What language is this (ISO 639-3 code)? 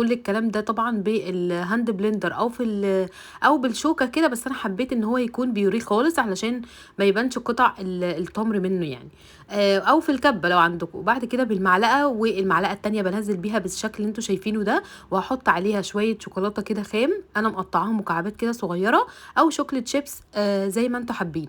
arz